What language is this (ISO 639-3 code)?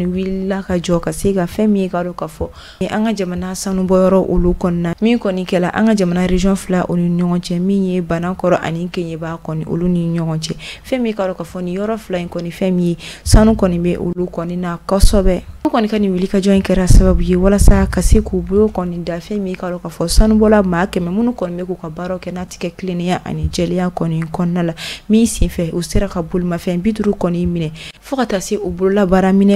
bam